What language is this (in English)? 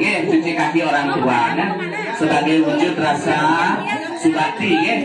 Balinese